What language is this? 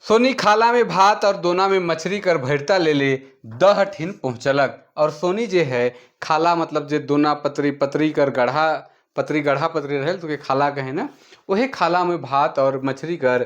Sadri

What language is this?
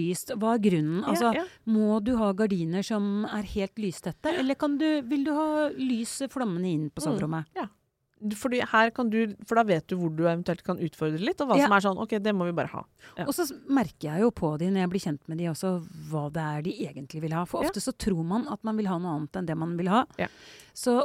Norwegian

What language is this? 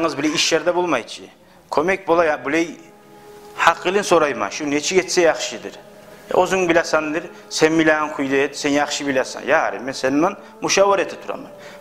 Kumyk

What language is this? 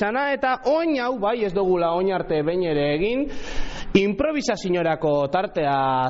Basque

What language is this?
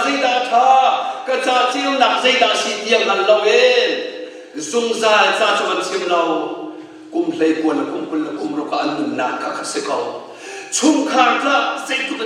Hakha Chin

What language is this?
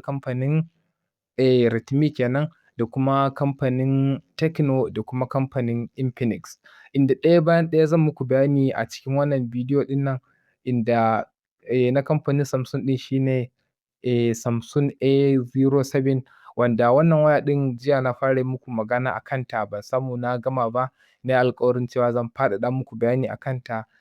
Hausa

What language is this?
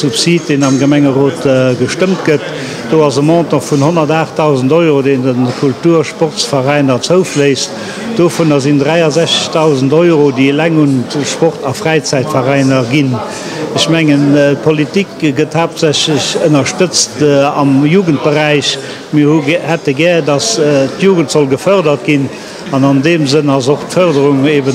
Luxembourgish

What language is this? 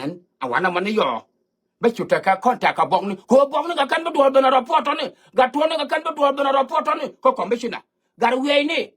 Nuer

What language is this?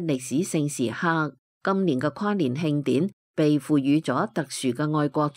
Cantonese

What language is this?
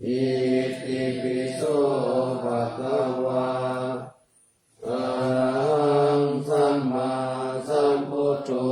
Pali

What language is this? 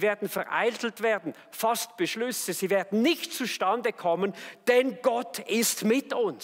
Swiss German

